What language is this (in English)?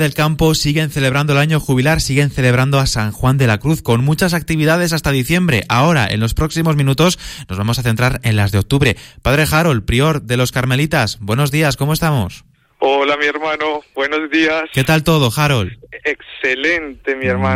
Spanish